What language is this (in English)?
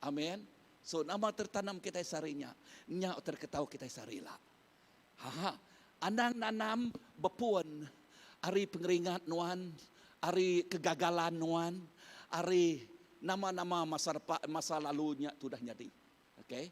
Iban